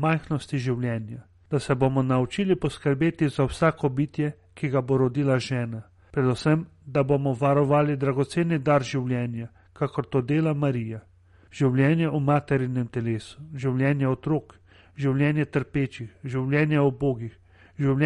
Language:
Slovenian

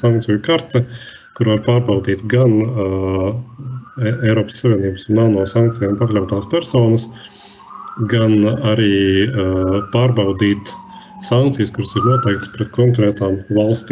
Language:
Latvian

